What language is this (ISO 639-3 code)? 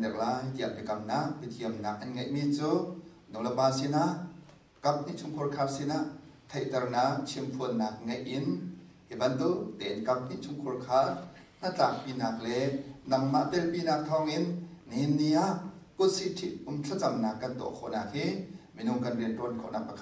cnh